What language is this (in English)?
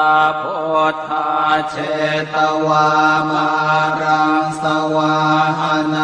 Pali